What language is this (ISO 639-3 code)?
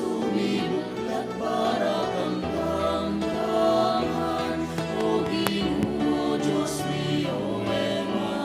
pam